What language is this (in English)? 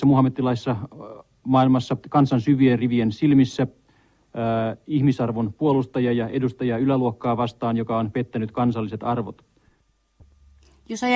Finnish